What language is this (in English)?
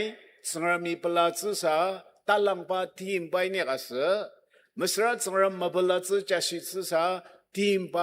Ao Naga